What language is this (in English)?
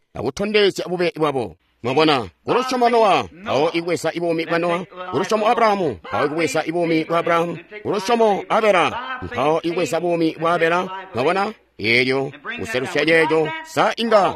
Tonga (Zambia)